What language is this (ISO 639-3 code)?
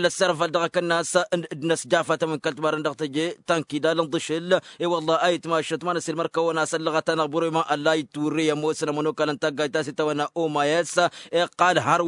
taq